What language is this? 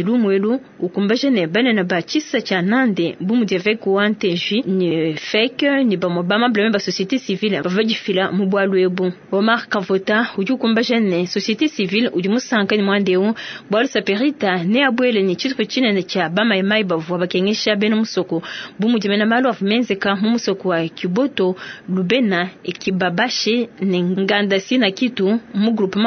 Luba-Lulua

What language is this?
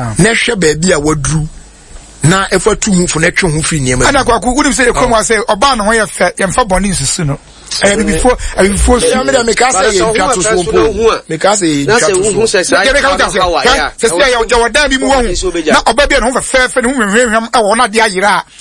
Akan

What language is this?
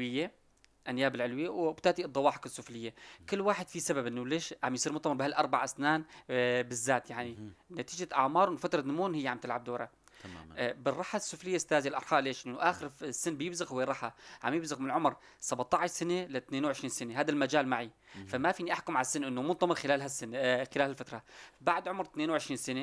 North Levantine Arabic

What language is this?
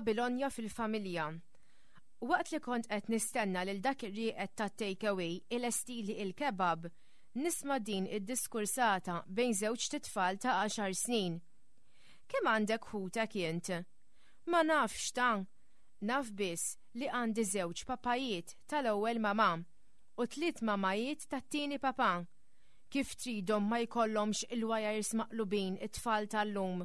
Maltese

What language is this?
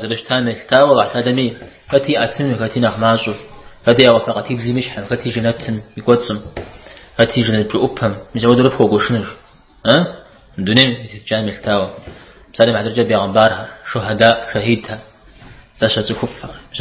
Kabardian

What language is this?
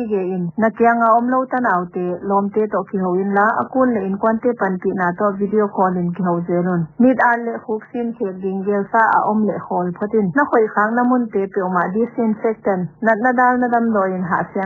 Paite Chin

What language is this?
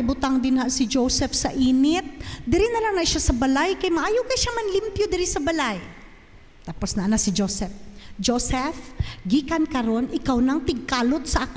Cebuano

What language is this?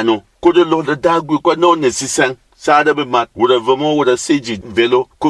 Berom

